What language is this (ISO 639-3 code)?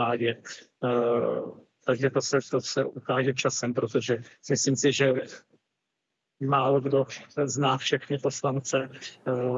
ces